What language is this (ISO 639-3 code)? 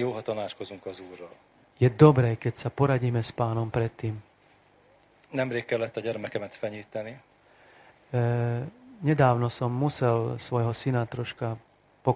slk